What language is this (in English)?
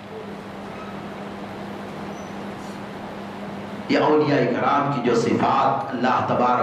Urdu